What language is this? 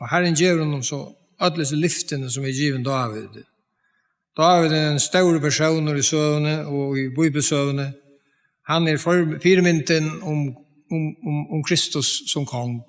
Faroese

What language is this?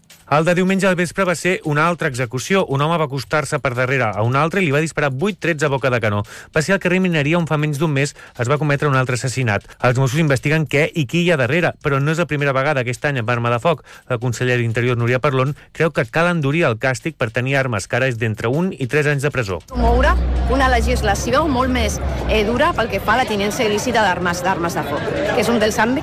Catalan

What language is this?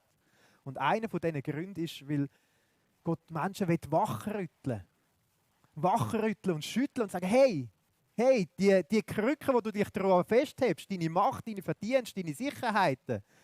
Swiss German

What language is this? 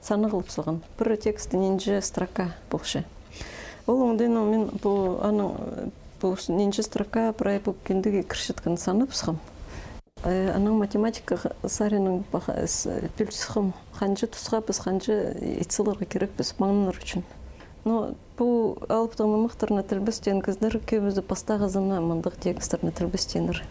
Khakas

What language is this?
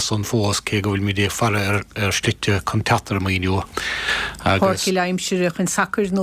Irish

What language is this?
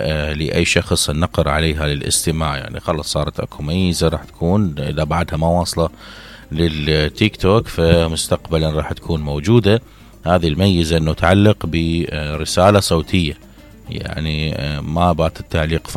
Mesopotamian Arabic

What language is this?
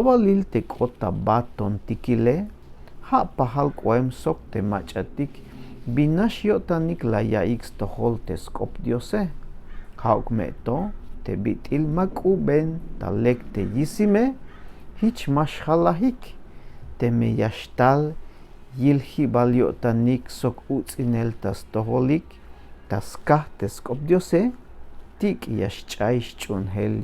Tzeltal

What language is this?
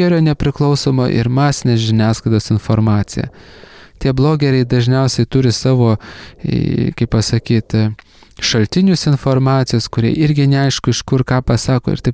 Lithuanian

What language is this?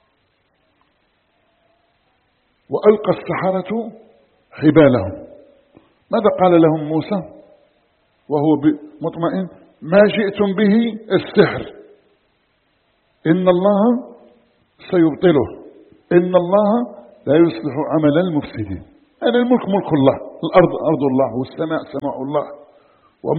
Arabic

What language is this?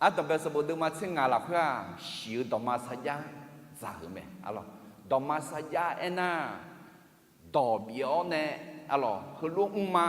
Akha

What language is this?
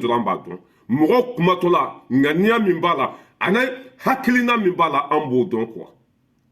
Bambara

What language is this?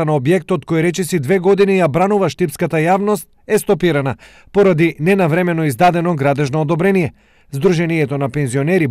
Macedonian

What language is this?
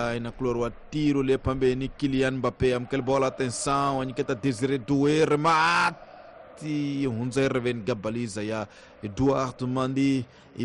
Tsonga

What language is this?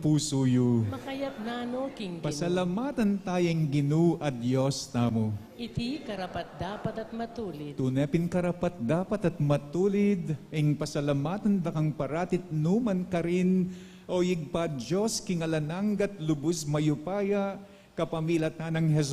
Pampanga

